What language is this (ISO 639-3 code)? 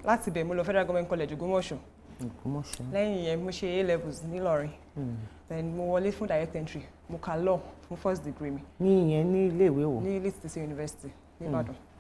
yor